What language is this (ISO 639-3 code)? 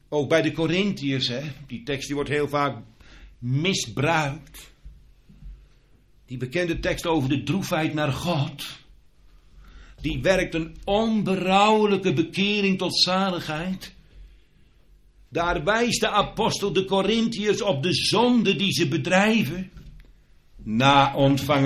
nld